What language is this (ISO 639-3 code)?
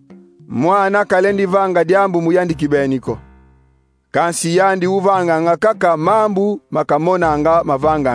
kon